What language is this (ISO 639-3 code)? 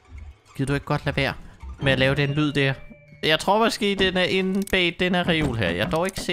dan